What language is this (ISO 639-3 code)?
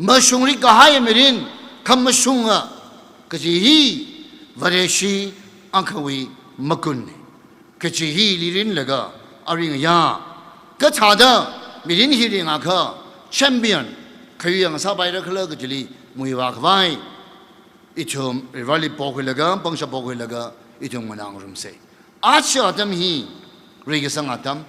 nmf